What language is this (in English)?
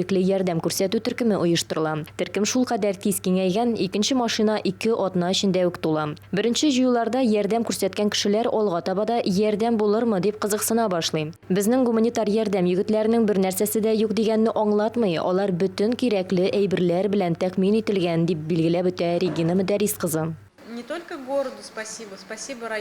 Tatar